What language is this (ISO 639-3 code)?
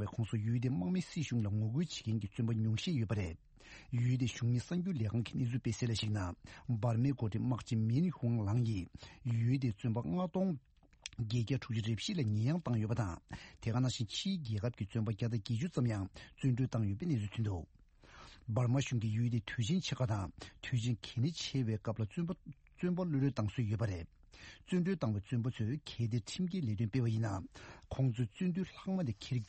bod